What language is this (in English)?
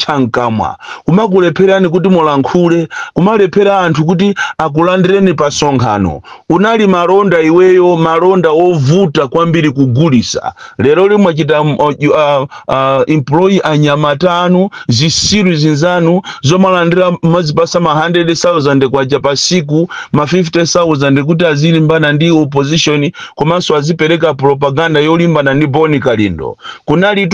Nyanja